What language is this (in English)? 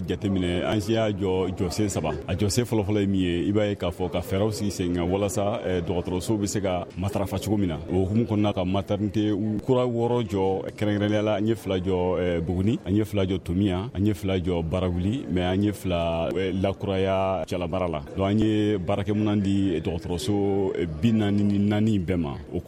Bambara